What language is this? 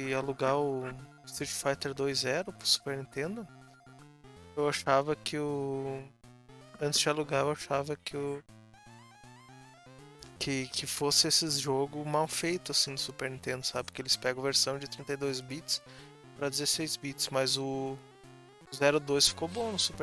Portuguese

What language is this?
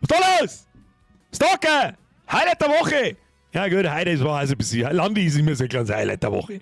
Bavarian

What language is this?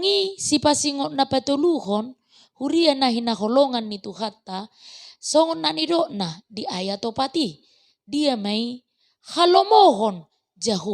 Batak Toba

